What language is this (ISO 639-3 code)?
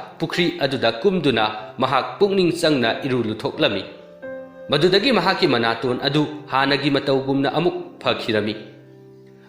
mni